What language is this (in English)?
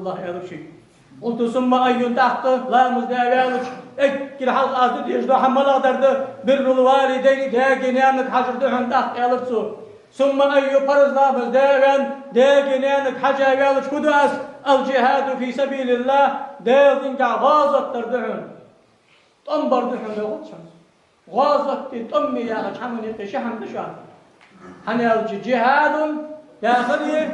Ingush